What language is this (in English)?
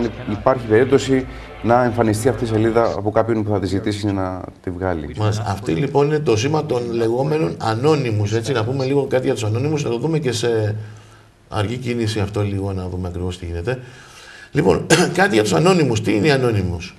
Greek